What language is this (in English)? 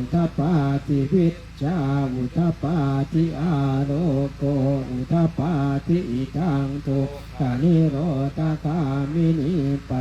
Pali